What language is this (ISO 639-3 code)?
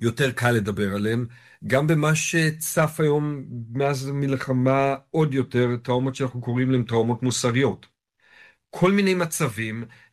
heb